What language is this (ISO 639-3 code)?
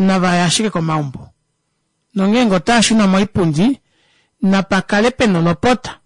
kua